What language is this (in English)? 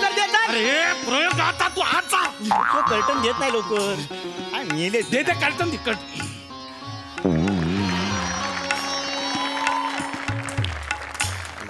Marathi